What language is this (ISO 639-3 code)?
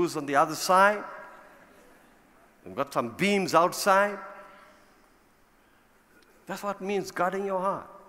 eng